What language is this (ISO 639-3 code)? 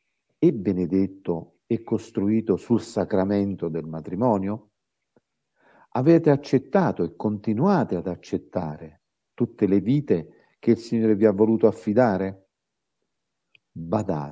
ita